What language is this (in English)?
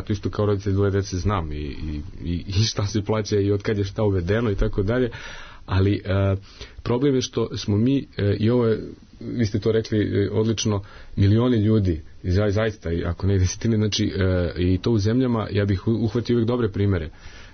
Serbian